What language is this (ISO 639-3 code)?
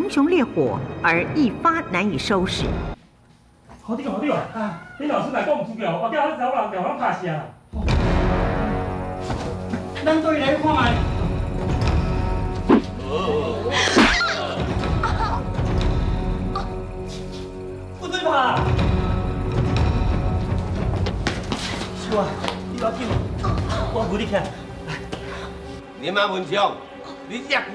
nan